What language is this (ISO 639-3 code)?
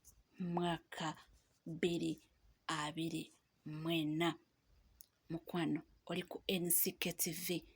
lug